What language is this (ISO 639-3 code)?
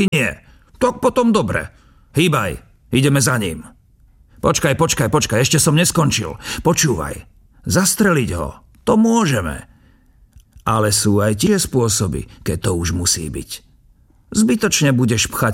slk